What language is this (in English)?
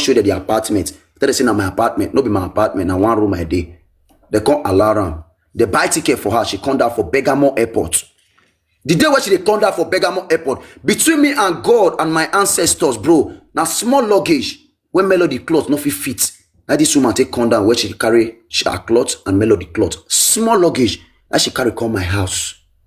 Nigerian Pidgin